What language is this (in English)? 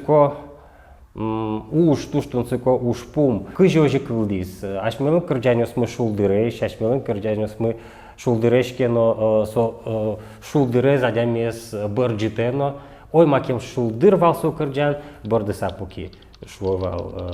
Udmurt